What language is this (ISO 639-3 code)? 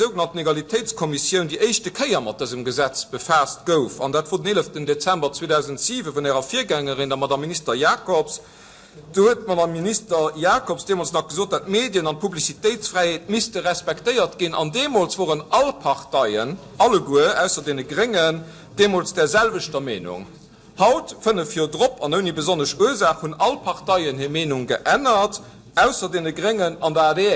ltz